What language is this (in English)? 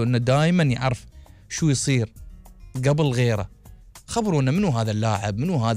Gulf Arabic